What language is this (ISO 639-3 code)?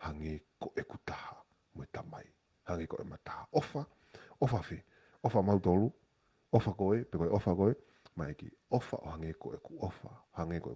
ton